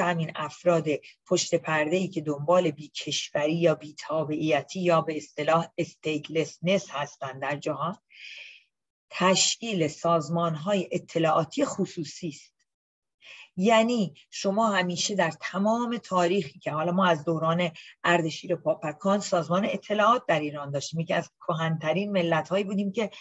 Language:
Persian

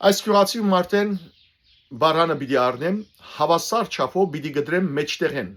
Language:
Western Armenian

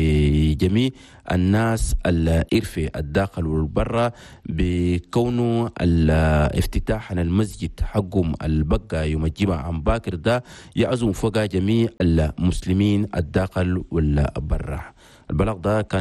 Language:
Chadian Arabic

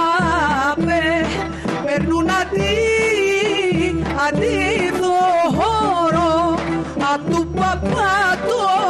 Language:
Greek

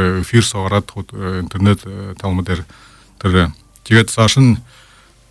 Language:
Buriat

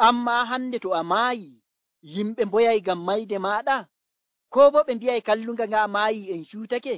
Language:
Nigerian Fulfulde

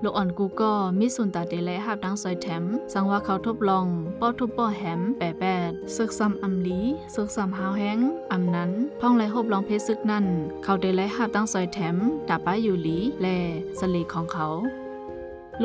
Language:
Shan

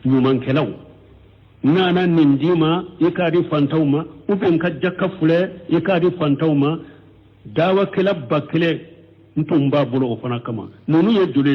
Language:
Bambara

